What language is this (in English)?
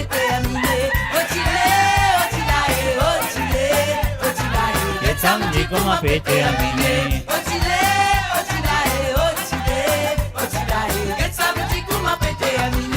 Morisyen